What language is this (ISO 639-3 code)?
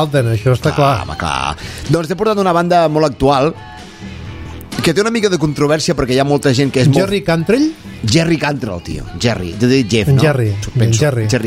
cat